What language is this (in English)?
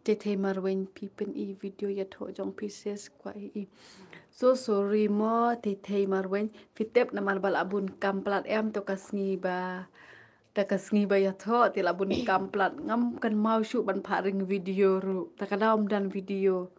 Khasi